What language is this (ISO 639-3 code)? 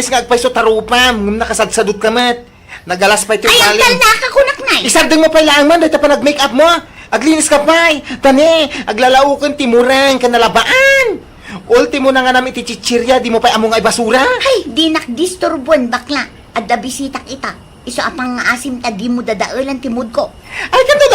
ilo